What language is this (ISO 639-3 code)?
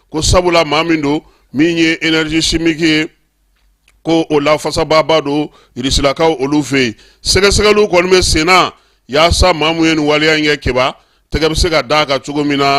bam